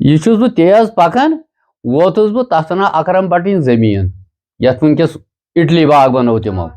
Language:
Kashmiri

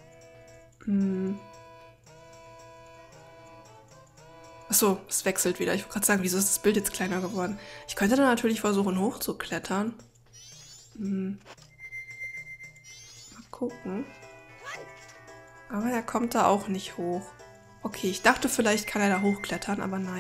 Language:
German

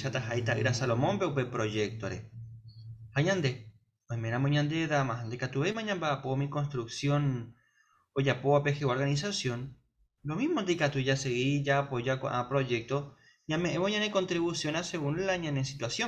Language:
Guarani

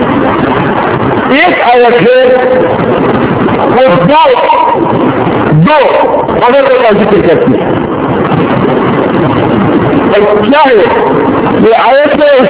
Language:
Urdu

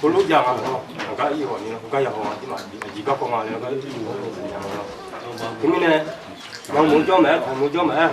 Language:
Akha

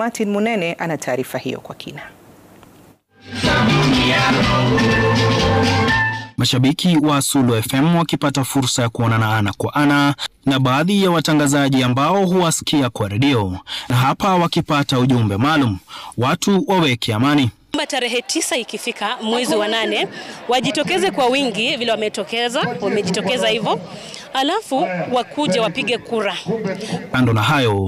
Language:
Swahili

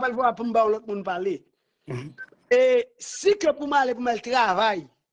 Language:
Haitian Creole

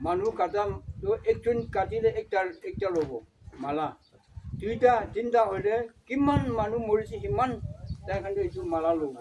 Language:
Naga Pidgin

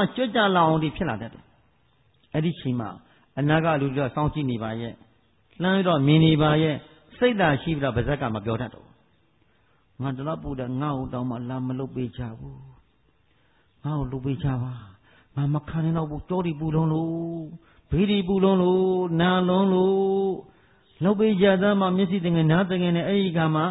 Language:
Burmese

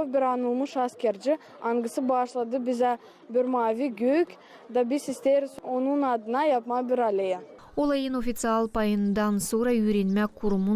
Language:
Gagauz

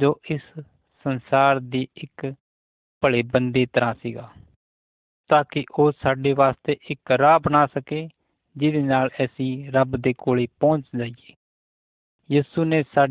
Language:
Punjabi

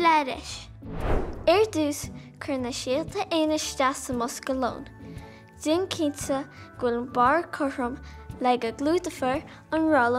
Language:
Irish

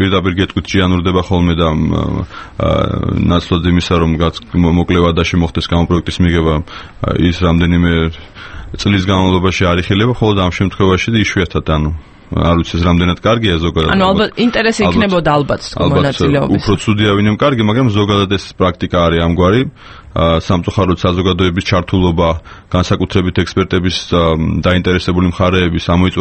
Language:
Georgian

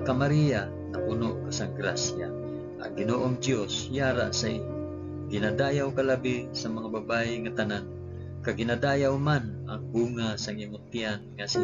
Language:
Hiligaynon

